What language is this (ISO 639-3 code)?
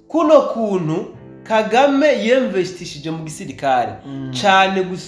run